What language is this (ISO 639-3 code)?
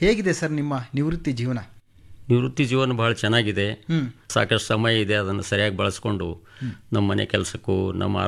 kan